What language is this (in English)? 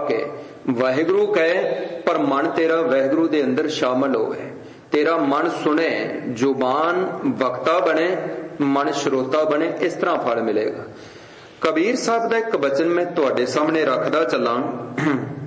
Punjabi